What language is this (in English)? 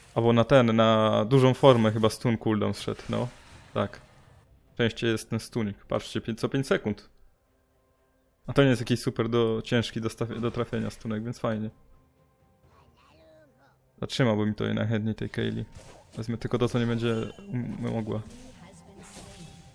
Polish